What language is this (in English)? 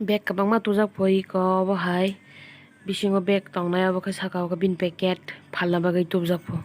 Kok Borok